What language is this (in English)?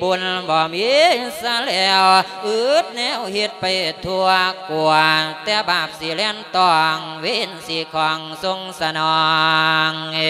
Lao